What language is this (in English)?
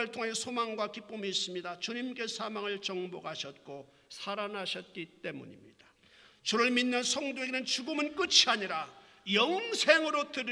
Korean